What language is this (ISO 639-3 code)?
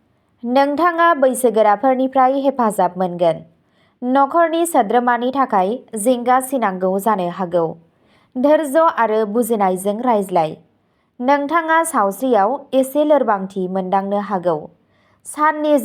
brx